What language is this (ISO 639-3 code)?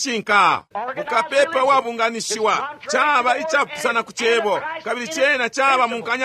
bem